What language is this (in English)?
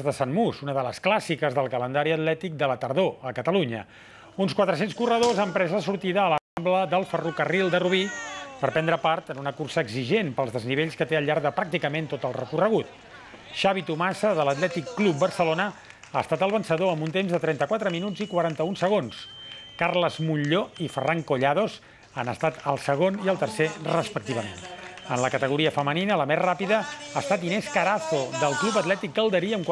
Catalan